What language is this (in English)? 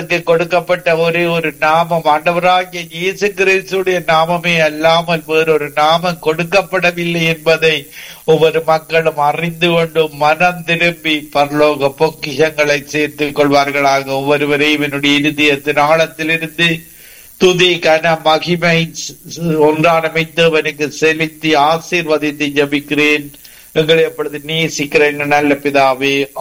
Tamil